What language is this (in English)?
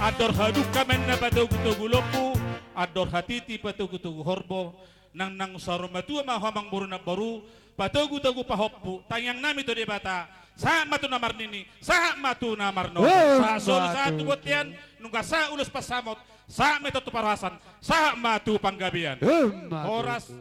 Batak Toba